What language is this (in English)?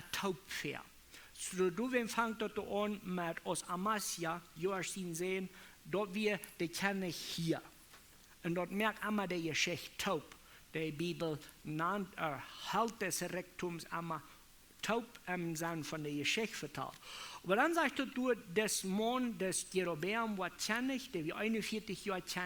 Plautdietsch